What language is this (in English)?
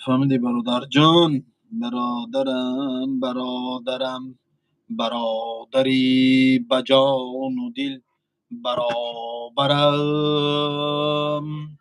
Tajik